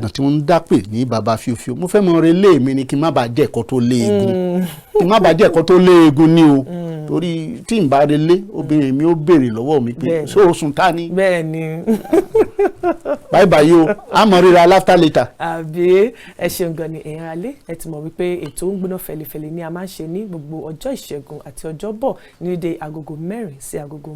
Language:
Yoruba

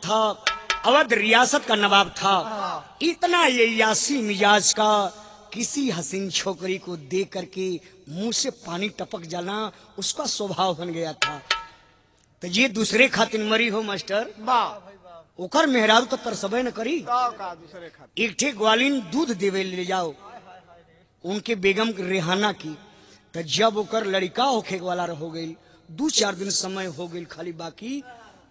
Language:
Bhojpuri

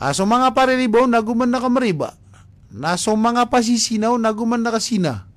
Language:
Maranao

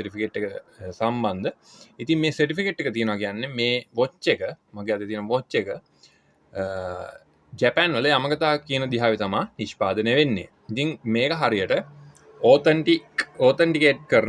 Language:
Sinhala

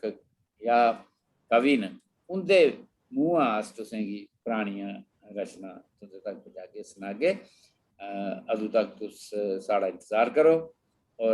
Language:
Dogri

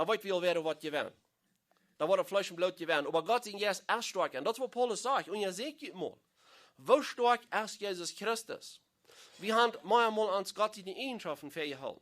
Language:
Plautdietsch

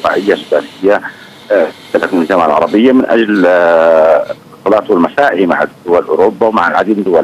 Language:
Arabic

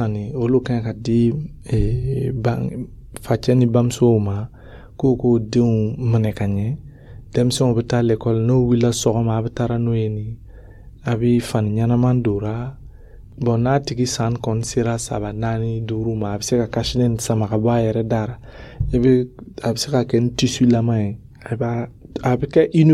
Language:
Dyula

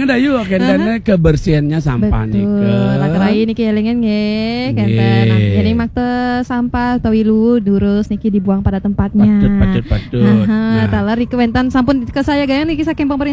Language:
Balinese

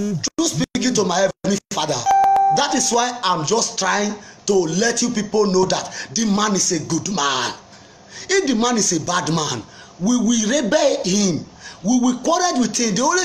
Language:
Nigerian Pidgin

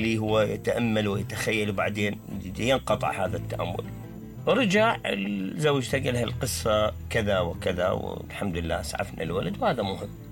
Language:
Mesopotamian Arabic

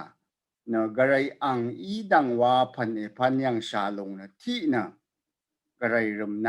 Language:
Rawang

